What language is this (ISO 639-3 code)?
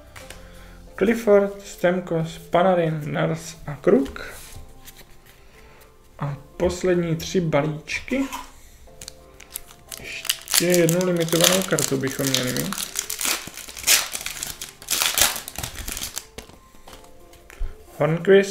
ces